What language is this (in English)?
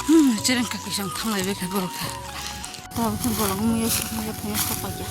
Kok Borok